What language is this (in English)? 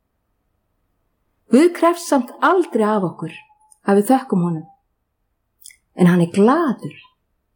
Icelandic